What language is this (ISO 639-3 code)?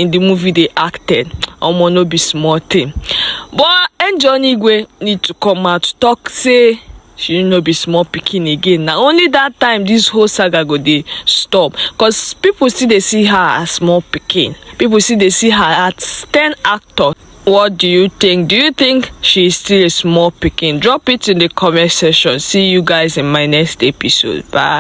pcm